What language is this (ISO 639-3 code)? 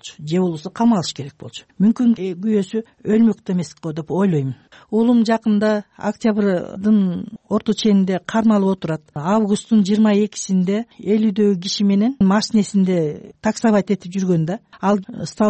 kir